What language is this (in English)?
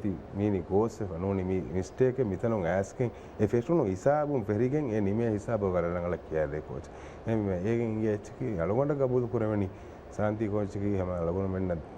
Divehi